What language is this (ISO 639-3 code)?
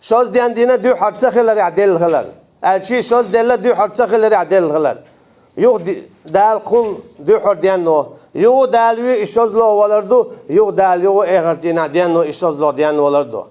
che